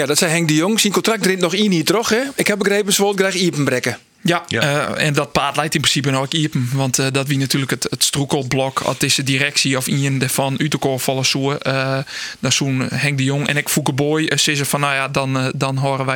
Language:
Western Frisian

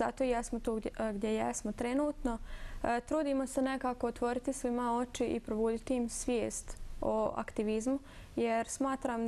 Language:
Bosnian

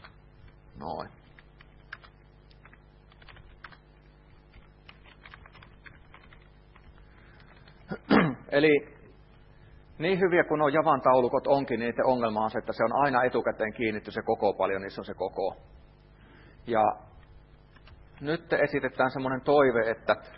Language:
Finnish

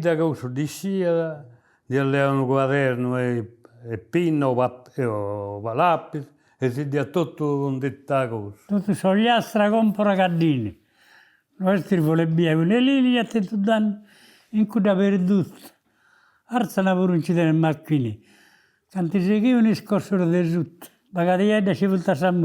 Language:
Sardinian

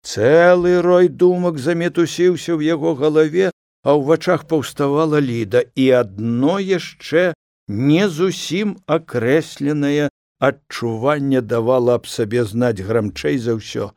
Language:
Belarusian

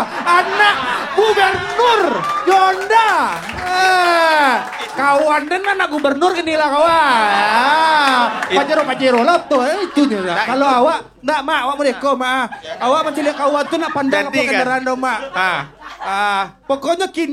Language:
Minangkabau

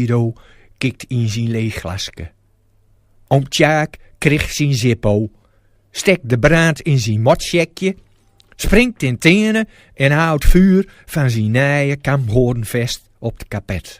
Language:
Gronings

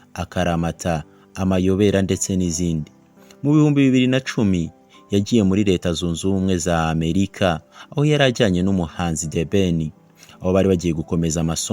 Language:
Kinyarwanda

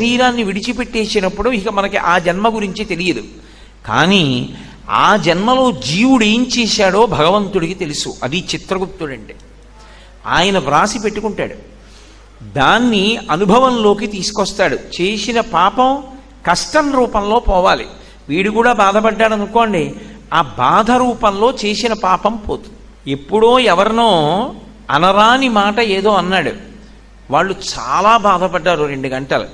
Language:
Telugu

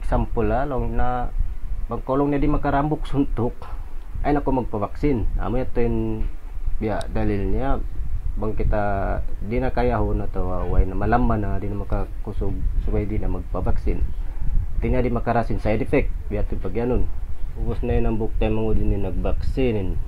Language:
Tausug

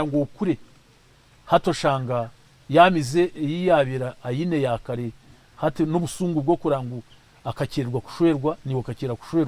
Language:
Nyankole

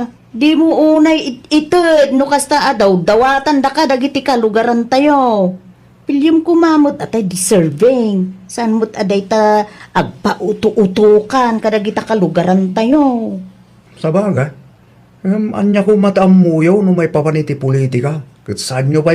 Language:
Iloko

